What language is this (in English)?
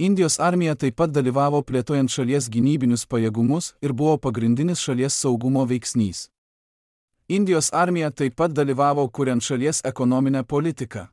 Lithuanian